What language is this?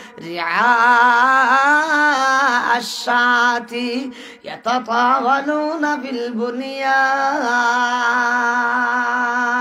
Sylheti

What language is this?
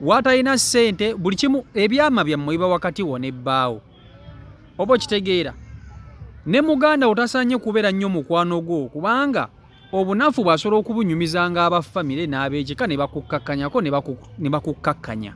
Ganda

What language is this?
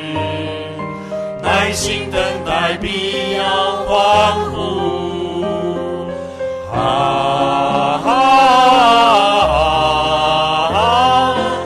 Chinese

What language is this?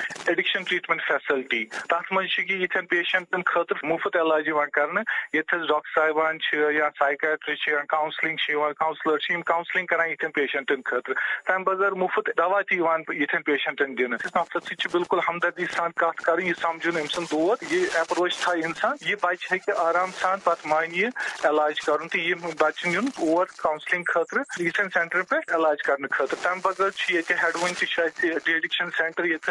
Kashmiri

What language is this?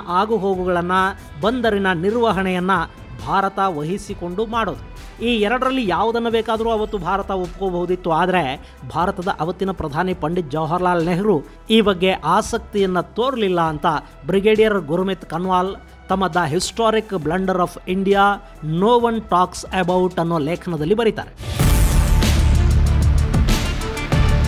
Kannada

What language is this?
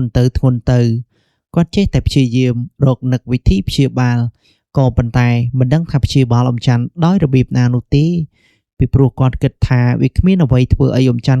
Khmer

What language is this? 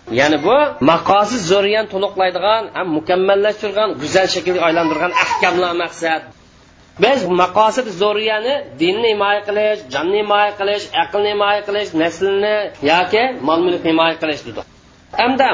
Uyghur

